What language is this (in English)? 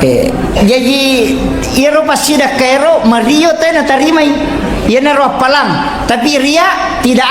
Buginese